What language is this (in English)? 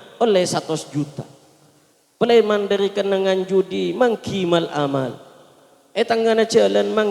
Madurese